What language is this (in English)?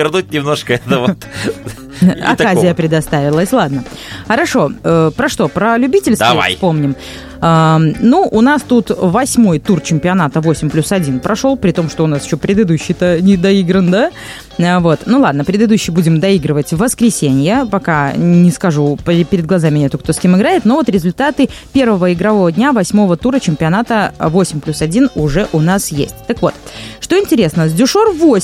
Russian